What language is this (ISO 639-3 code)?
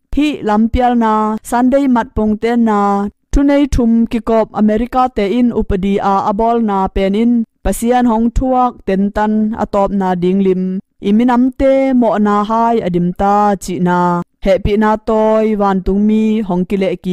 ctd